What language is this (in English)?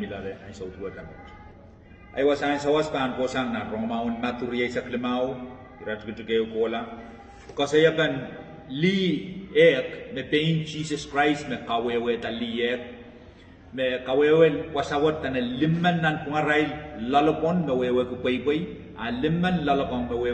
Pohnpeian